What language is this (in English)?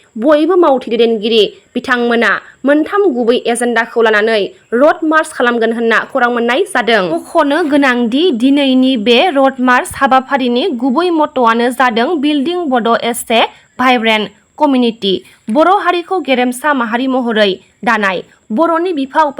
Bodo